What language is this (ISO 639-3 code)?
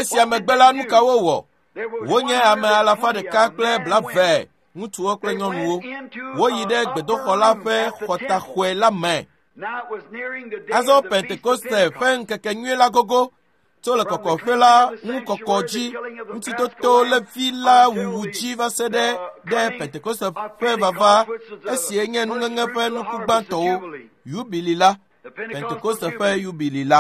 ewe